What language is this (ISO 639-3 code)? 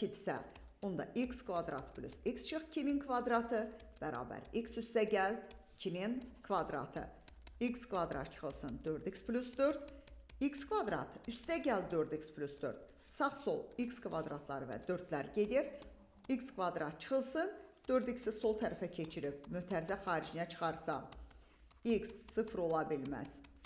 aze